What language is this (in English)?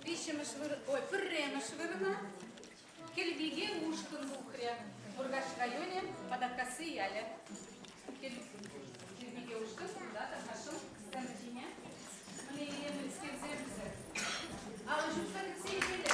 Chuvash